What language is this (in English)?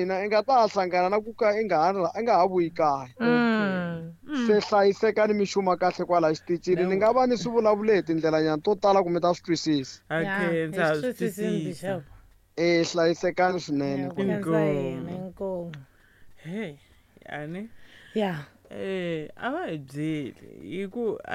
Tsonga